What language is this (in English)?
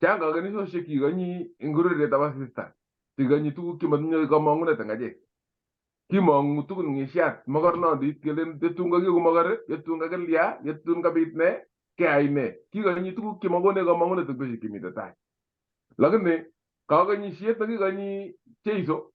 Kalenjin